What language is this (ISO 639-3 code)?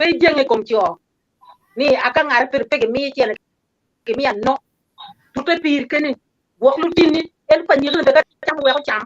ach